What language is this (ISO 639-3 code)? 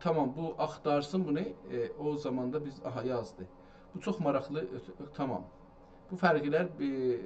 azb